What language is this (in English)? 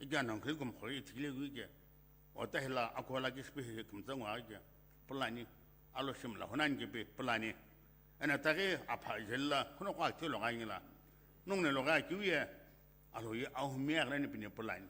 Sumi Naga